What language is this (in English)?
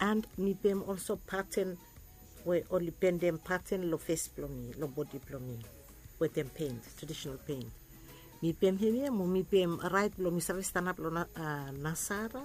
Bislama